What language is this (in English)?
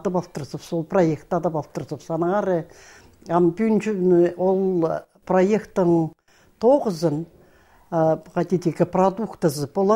Khakas